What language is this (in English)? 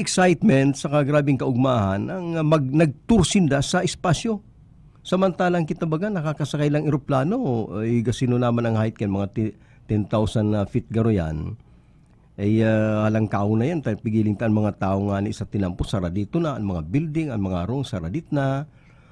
Bikol